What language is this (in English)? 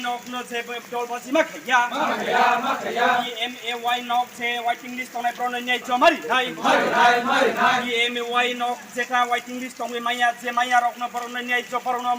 Riang (India)